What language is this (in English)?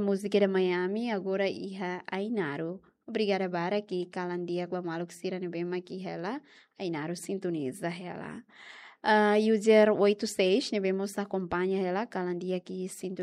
Tetum